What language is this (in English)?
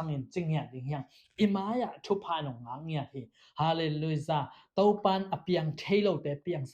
Tedim Chin